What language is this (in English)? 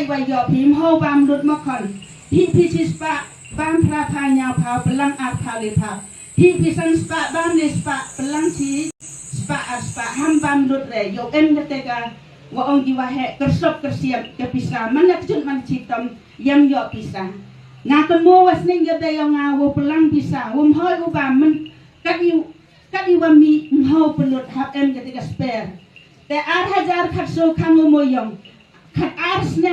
Khasi